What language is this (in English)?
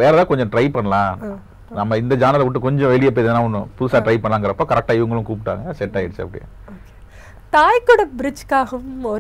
Tamil